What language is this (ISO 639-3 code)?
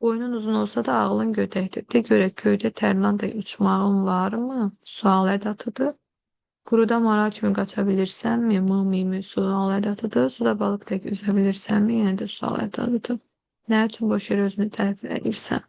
aze